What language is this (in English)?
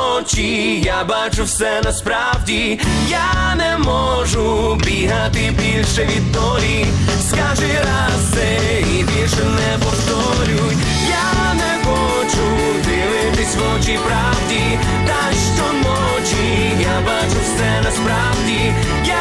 Ukrainian